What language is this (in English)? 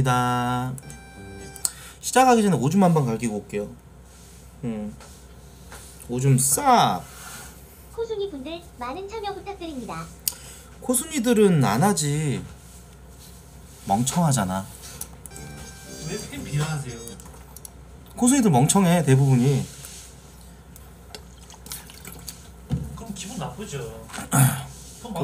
Korean